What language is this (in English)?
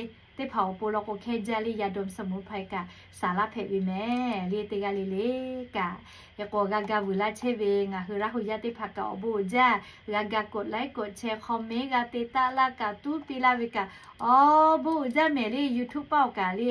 Lahu